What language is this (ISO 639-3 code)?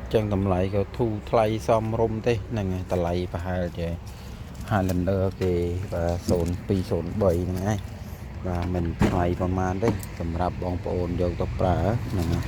khm